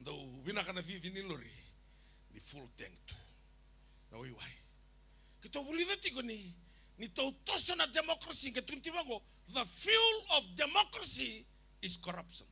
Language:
Fijian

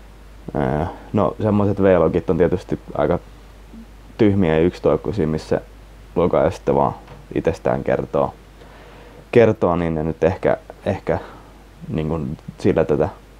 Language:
Finnish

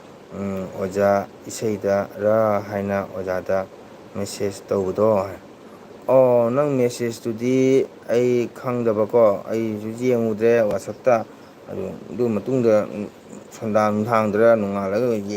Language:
Manipuri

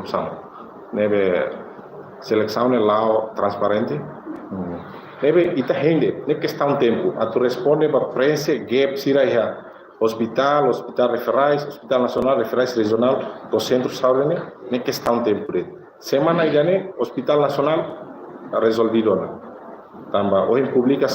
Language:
Tetum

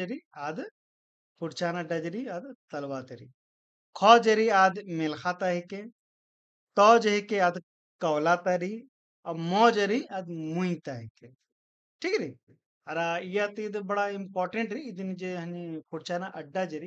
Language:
Kurukh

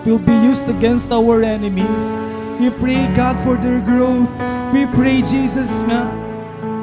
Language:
Waray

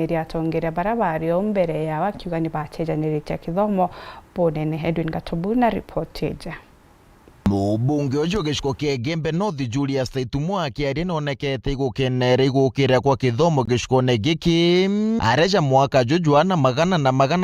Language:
Meru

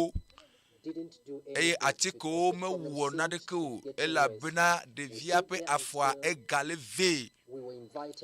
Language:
Ewe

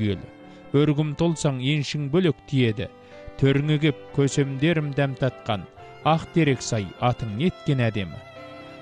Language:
Kazakh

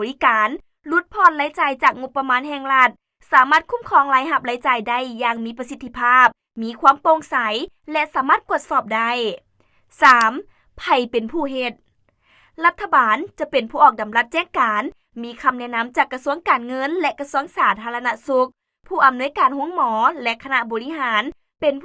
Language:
Lao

